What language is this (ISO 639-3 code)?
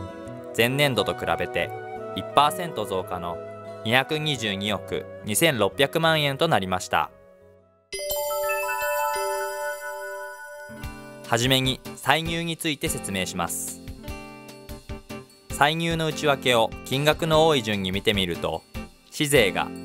jpn